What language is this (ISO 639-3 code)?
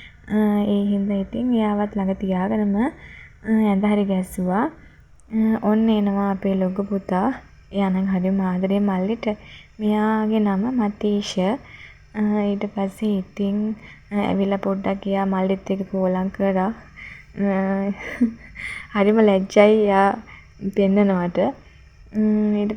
sin